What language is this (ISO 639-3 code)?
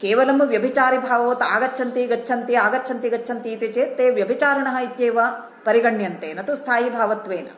san